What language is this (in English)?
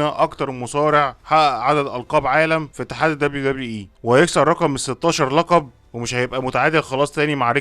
Egyptian Arabic